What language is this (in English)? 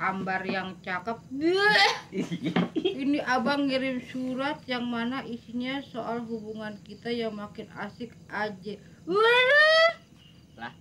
Betawi